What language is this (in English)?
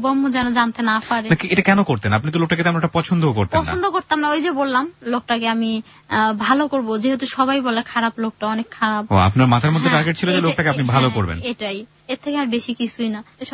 Bangla